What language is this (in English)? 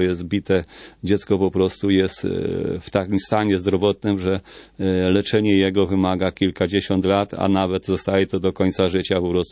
Polish